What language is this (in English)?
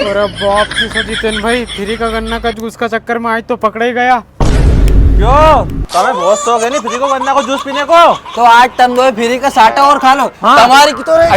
Rajasthani